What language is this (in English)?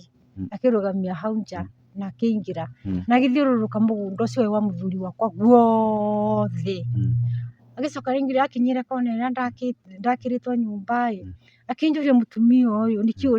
Kikuyu